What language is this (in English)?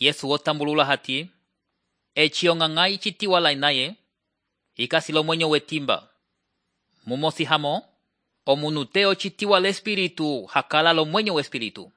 Umbundu